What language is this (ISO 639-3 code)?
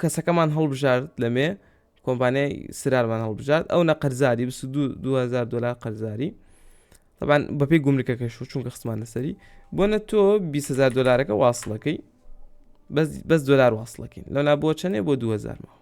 ckb